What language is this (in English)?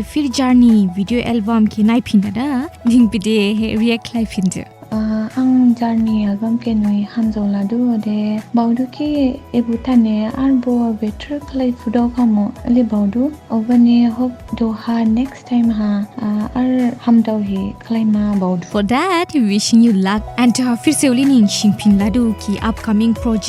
Dimasa